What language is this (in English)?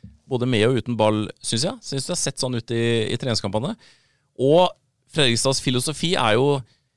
Norwegian